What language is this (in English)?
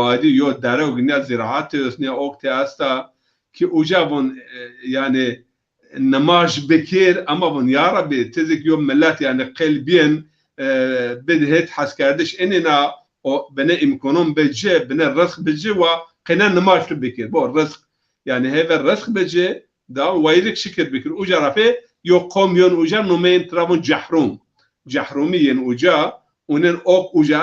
Zaza